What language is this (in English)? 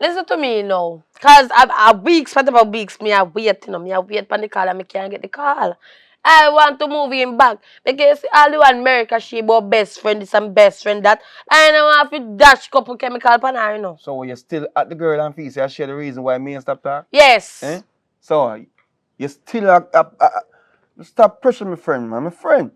Jamaican Creole English